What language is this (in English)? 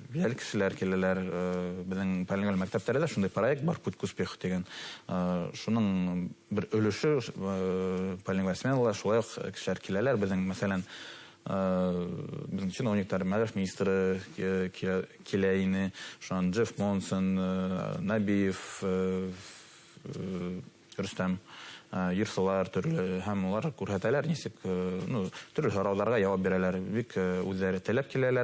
Bashkir